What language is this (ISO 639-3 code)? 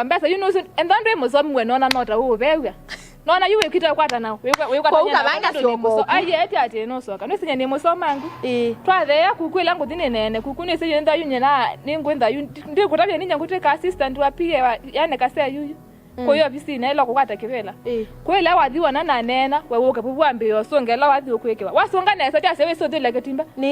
kam